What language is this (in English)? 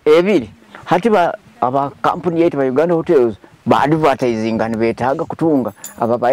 Nyoro